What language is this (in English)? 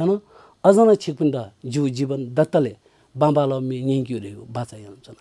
Newari